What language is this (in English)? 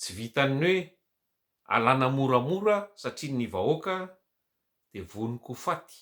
Malagasy